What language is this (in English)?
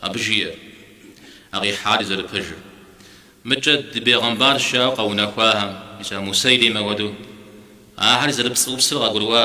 Kabardian